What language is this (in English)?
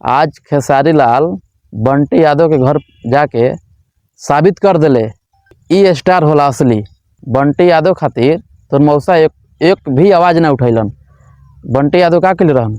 Bhojpuri